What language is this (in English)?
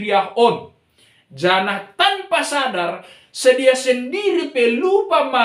Batak Simalungun